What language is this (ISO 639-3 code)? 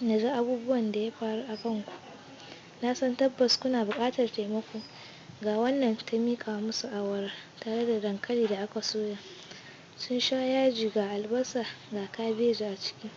hau